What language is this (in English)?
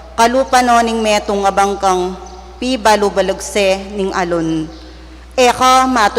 Pampanga